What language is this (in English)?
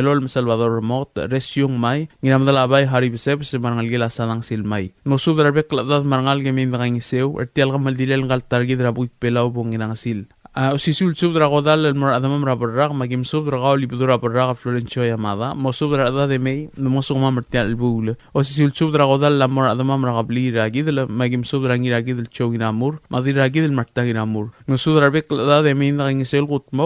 Palauan